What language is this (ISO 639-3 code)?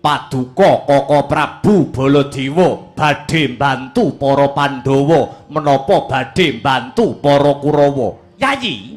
jav